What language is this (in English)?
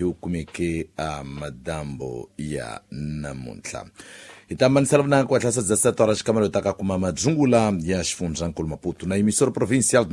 Tsonga